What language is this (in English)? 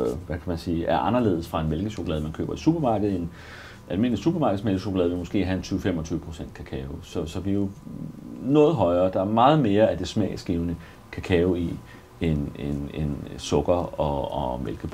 Danish